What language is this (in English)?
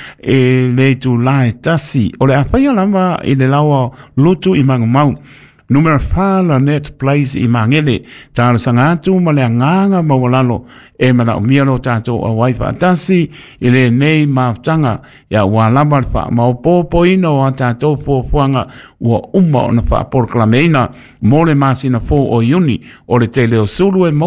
Samoan